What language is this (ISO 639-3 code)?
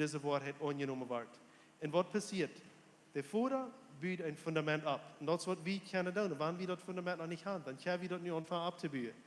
pdt